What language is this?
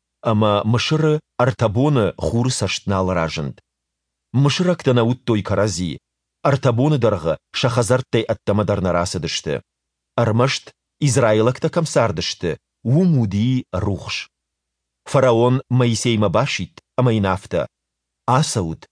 Ossetic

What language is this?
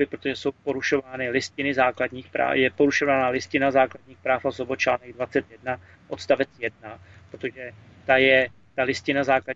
Czech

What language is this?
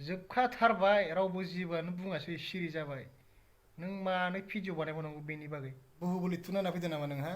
Bodo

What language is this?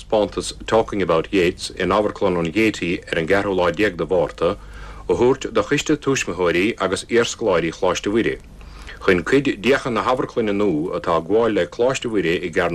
Irish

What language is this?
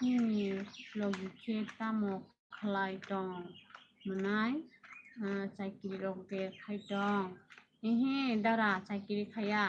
Kok Borok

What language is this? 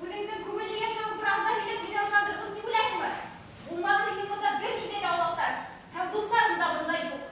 Bashkir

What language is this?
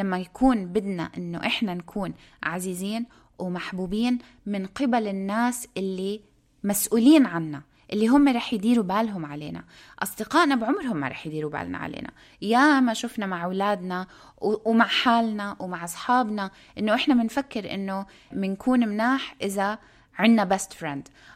North Levantine Arabic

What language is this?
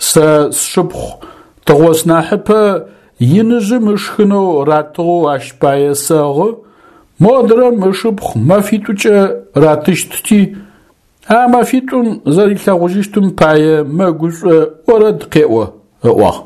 Adyghe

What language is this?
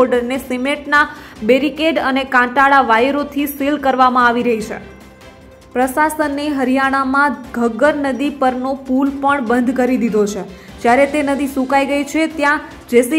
Gujarati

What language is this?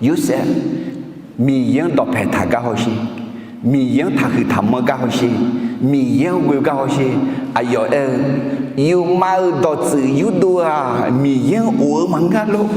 Akha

